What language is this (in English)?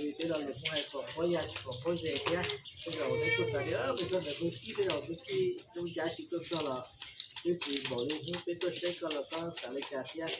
Hmong